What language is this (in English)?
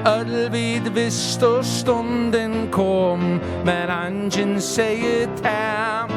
Faroese